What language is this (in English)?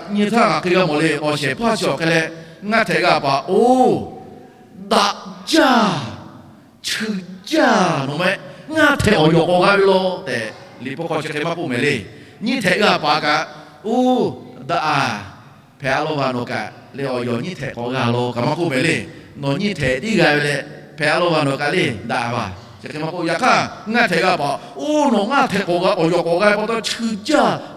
Lahu